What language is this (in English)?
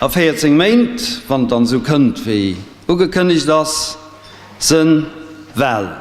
Luxembourgish